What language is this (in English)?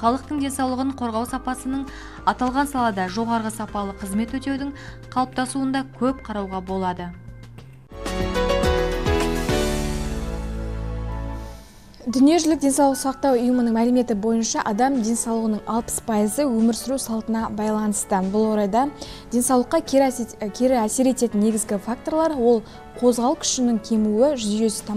Kazakh